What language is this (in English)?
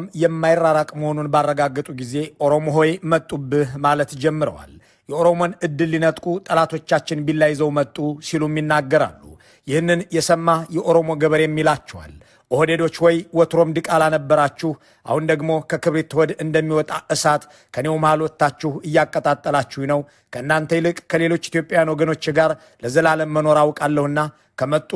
Amharic